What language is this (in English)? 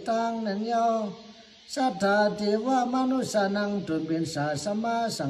Shan